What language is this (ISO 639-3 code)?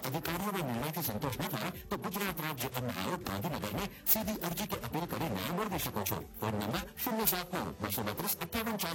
guj